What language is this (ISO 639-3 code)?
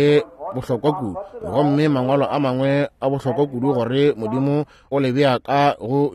nso